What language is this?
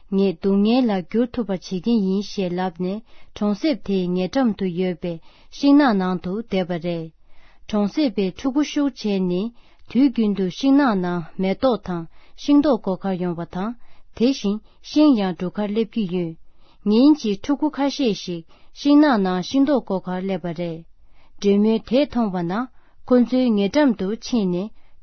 Tibetan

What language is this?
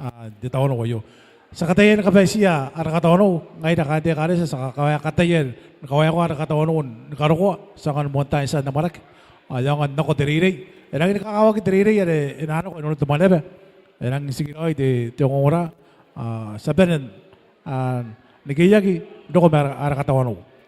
Gilbertese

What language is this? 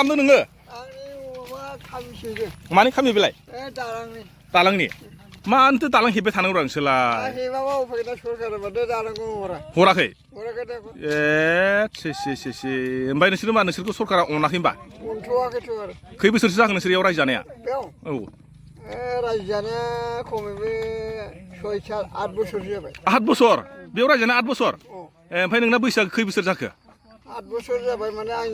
Bodo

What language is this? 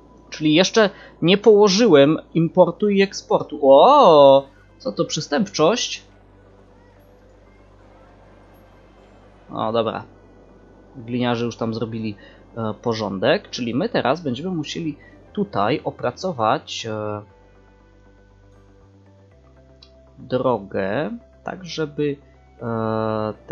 Polish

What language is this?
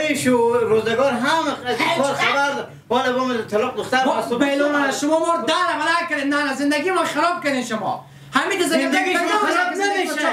Persian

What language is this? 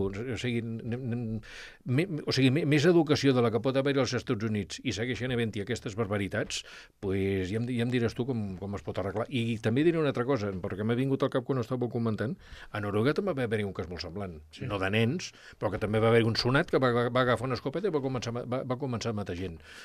Catalan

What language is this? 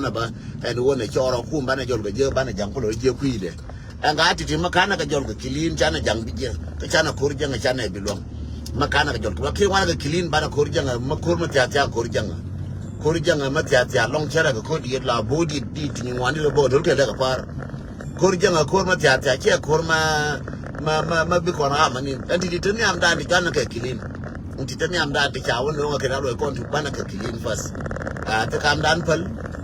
Nuer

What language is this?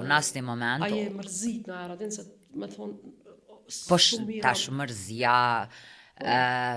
Albanian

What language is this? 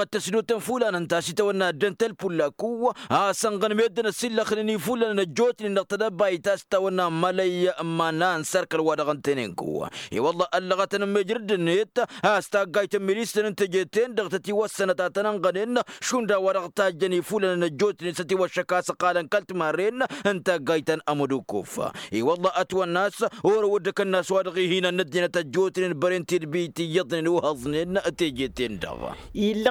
Tamasheq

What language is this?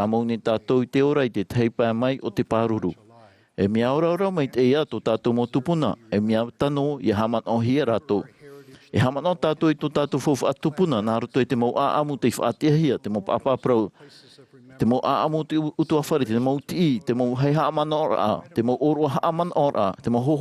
Tahitian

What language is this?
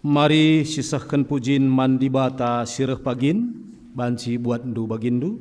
Batak Karo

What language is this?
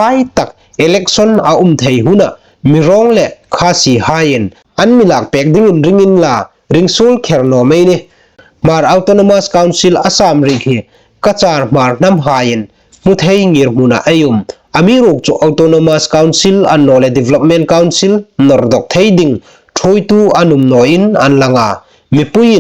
Hmar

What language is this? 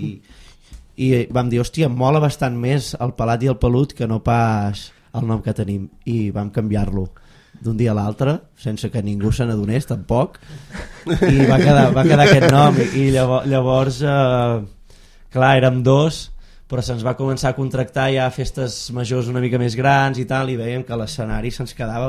Catalan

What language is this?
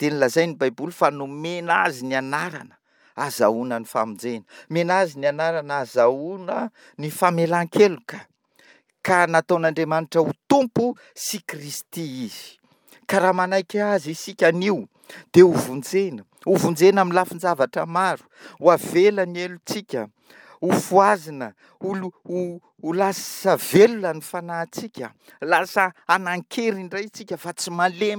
Malagasy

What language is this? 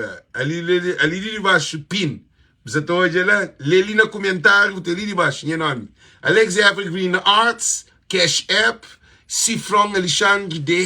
Kabuverdianu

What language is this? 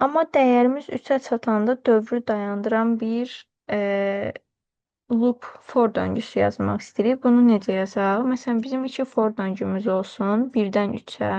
Azerbaijani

